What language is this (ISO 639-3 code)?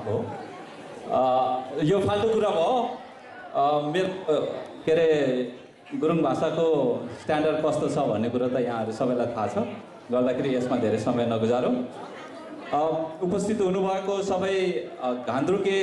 nep